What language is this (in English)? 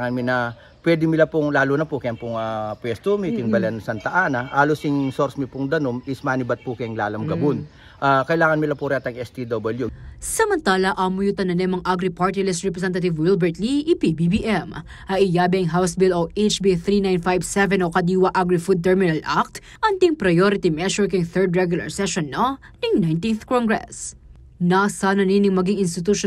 Pampanga